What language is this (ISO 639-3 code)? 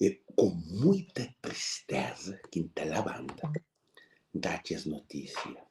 kea